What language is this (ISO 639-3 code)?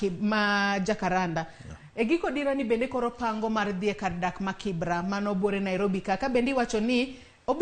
luo